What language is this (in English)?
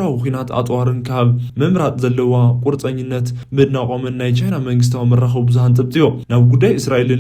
Tigrinya